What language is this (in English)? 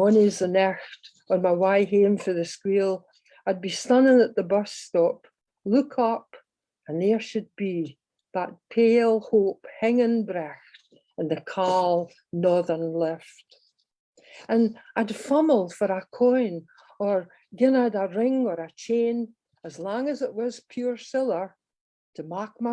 Scots